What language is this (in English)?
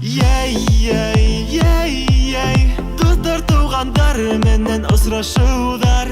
Bashkir